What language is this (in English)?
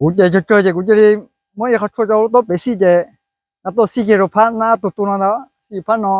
Hmong